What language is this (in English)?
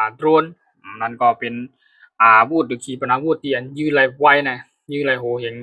Shan